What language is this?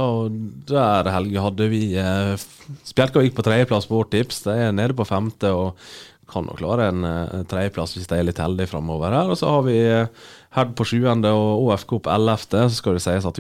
Norwegian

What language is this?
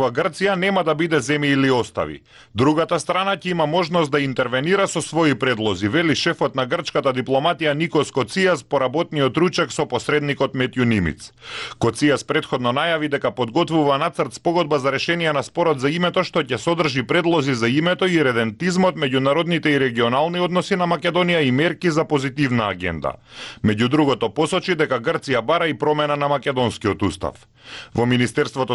Macedonian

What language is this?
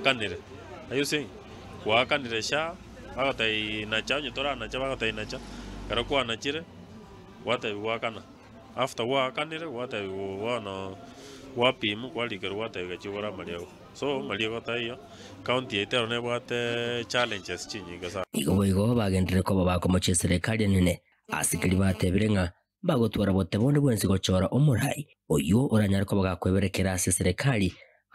Gusii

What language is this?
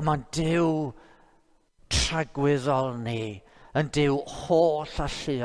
Welsh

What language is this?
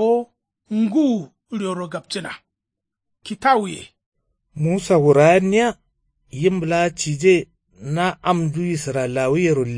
Kanuri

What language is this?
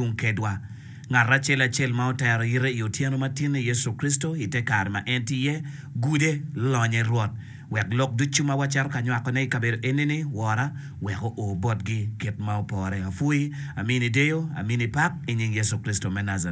Acoli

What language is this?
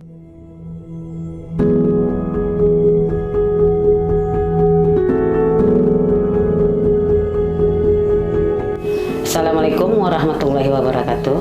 Minangkabau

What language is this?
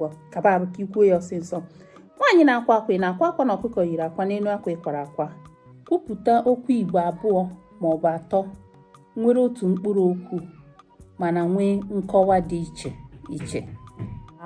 Igbo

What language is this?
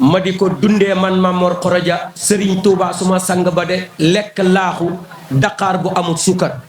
Wolof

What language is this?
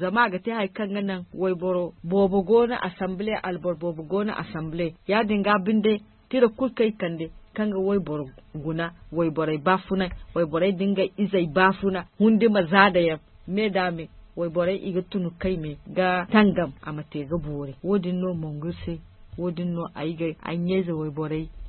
Zarma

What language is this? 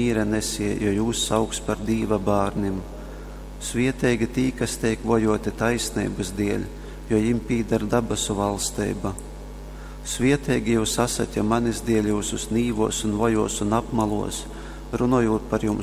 Latgalian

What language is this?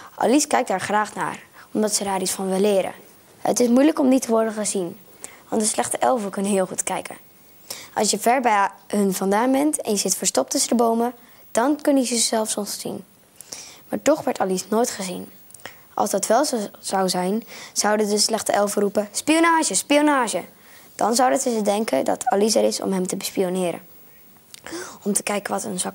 Dutch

